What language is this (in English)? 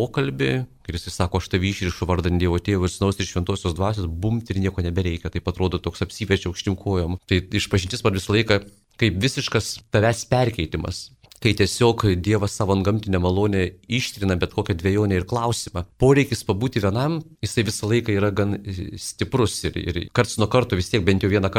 Lithuanian